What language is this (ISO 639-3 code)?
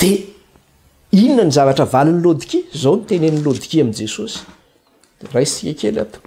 mlg